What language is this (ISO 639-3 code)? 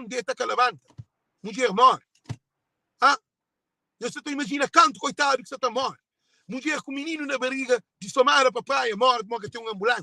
kea